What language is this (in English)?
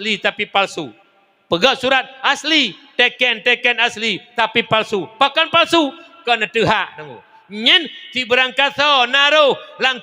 Achinese